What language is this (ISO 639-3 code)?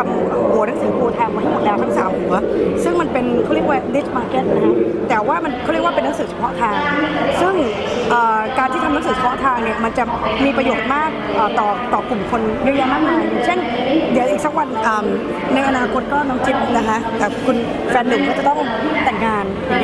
tha